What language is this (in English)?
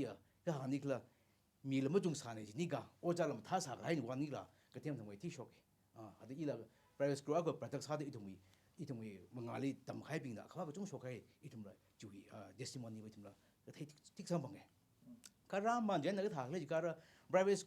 Tangkhul Naga (India)